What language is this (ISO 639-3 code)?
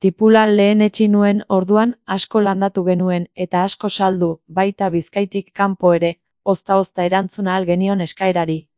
eus